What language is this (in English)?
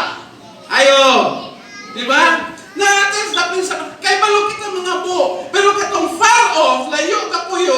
Cebuano